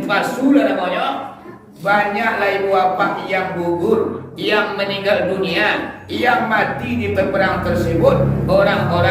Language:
Minangkabau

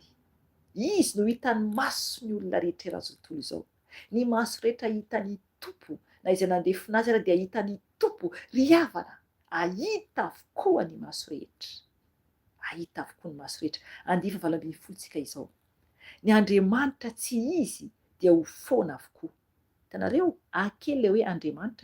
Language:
Malagasy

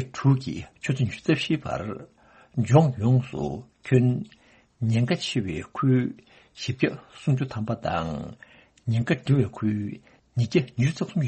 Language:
Tibetan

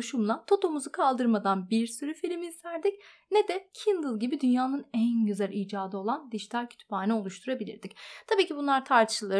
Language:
Turkish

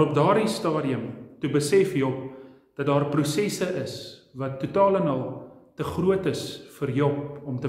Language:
Afrikaans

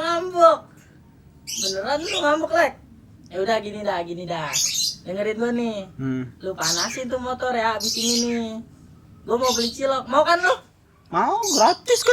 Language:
Betawi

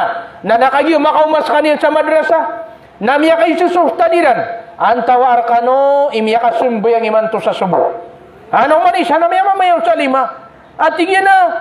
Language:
Maranao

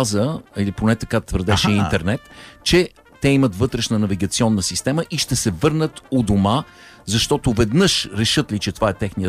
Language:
Bulgarian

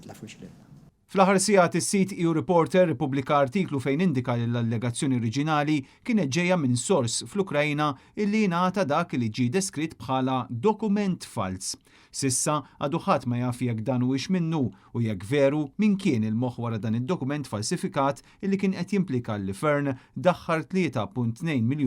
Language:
Maltese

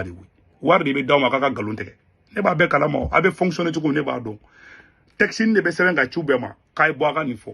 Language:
Bambara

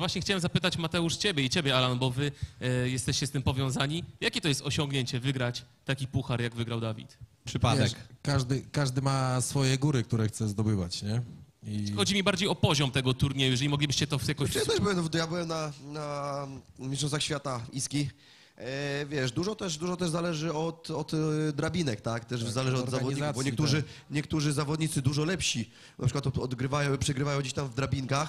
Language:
Polish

